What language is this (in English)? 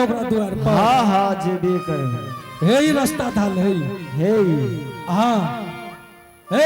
Angika